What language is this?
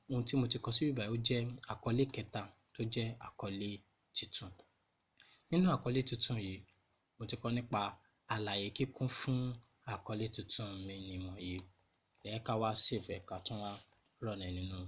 Yoruba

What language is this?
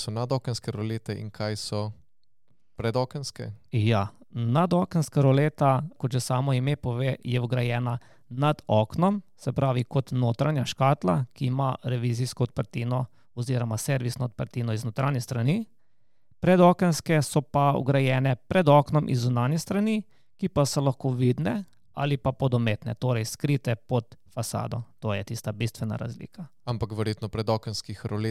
Slovenian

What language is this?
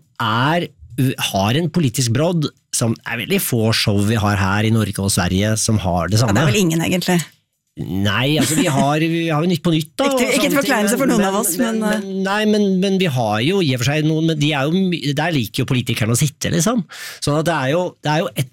Norwegian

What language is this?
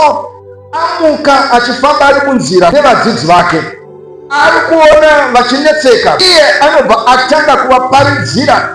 Shona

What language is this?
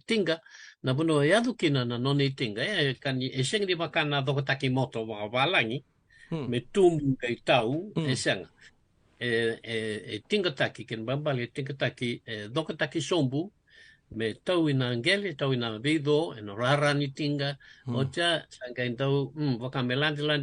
Fijian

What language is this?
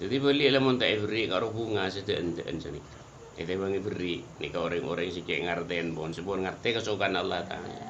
Madurese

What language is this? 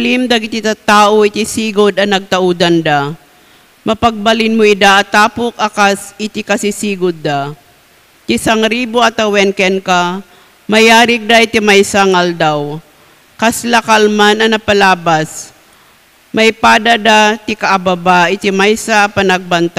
Iloko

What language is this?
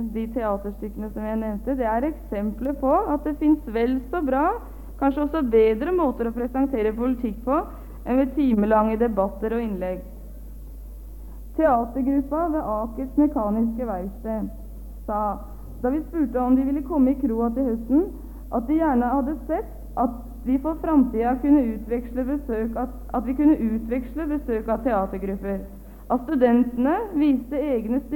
Norwegian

